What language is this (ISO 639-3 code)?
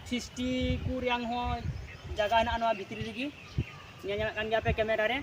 sat